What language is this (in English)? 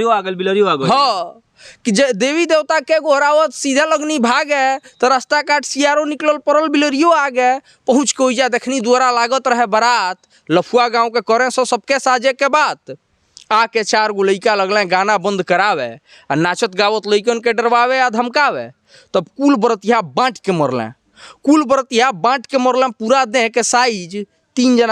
Bhojpuri